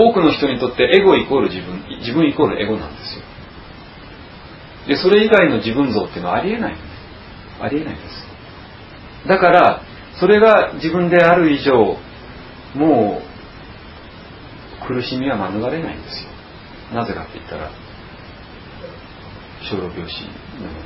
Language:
Japanese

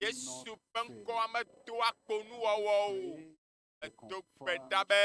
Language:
Ewe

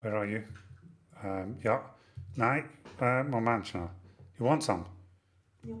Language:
Swiss German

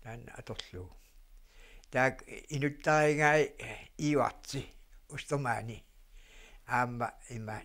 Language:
Kalaallisut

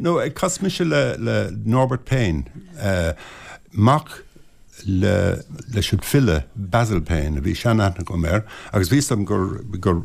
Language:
Irish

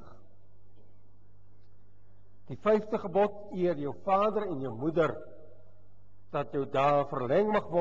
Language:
Afrikaans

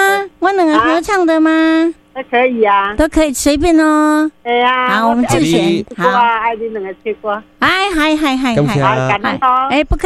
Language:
Min Nan Chinese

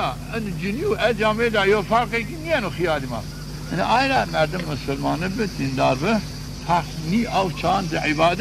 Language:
Zaza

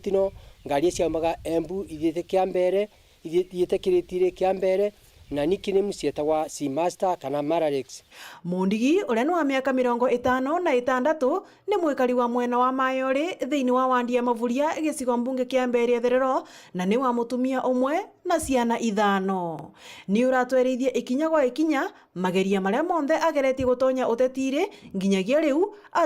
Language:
Meru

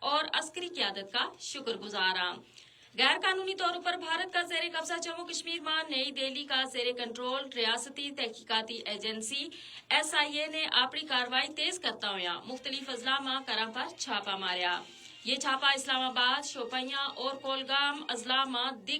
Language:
Gujari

